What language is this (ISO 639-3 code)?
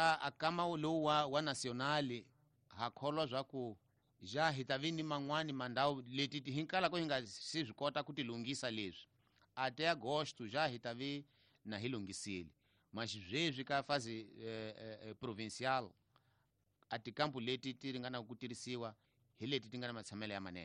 tso